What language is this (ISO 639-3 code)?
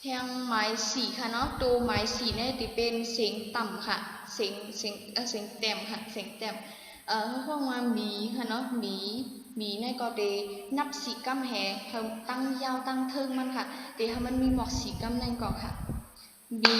shn